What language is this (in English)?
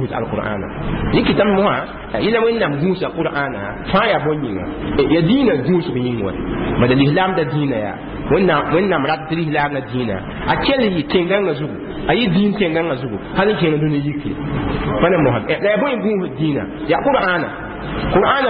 Mossi